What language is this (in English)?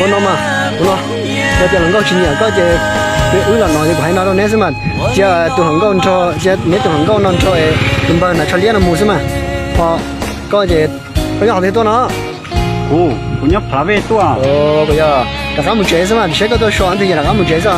Hmong